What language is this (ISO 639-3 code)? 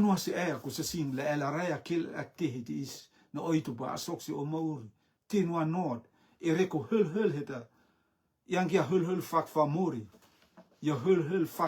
rtm